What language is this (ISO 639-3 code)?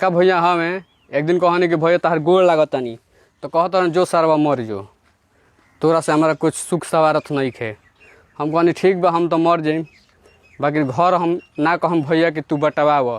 bho